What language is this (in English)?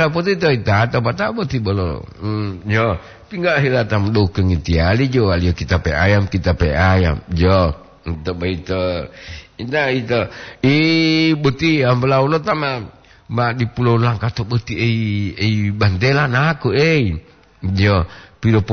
Gorontalo